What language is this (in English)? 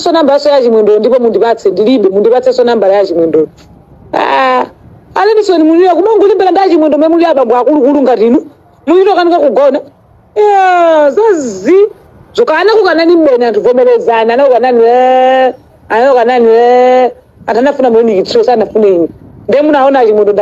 Nyanja